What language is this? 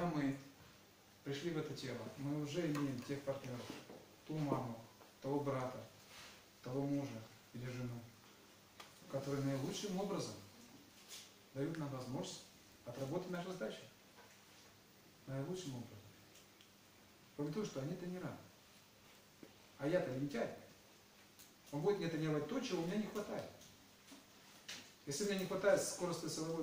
Russian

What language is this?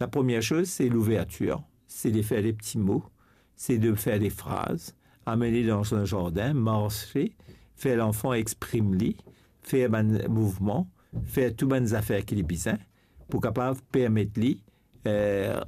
Morisyen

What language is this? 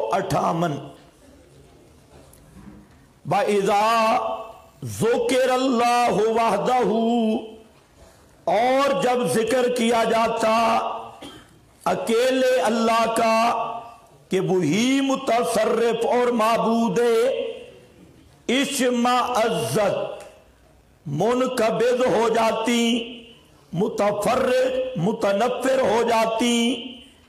Urdu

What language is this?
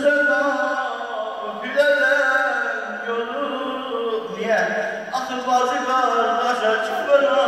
Turkish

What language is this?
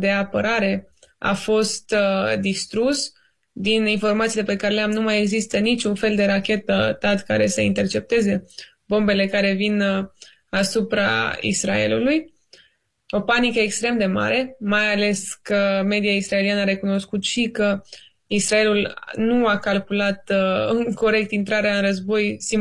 Romanian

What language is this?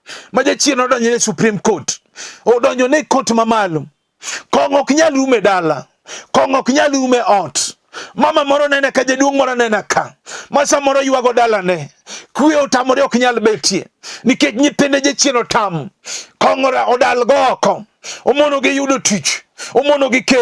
Luo (Kenya and Tanzania)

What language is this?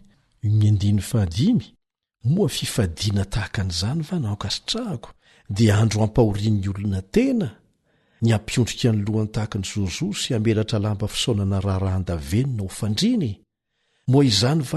Malagasy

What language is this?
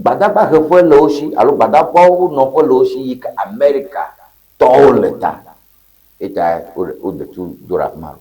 Ewe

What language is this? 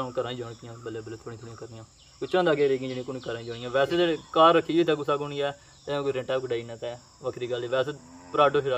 Pahari-Potwari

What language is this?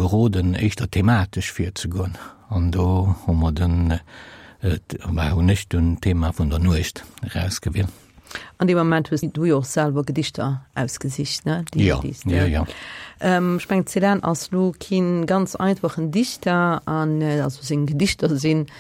Luxembourgish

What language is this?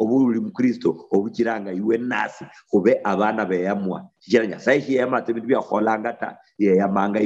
Luyia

